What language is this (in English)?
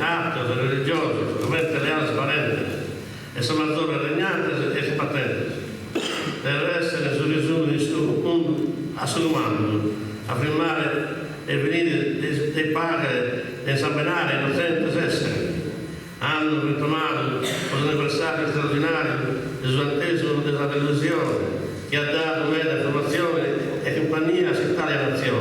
Sardinian